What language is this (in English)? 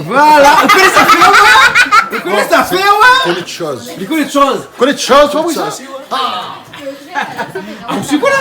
Réunion Creole French